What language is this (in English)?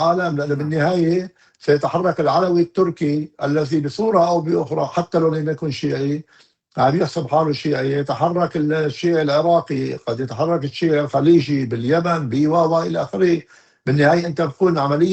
North Levantine Arabic